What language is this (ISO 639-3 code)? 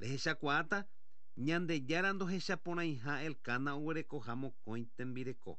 grn